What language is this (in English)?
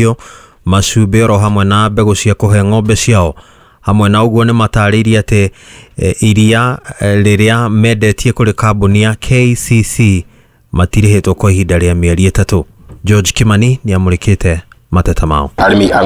Kikuyu